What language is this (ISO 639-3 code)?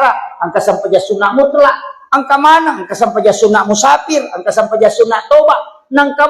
bug